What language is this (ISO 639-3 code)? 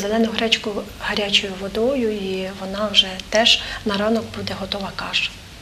ukr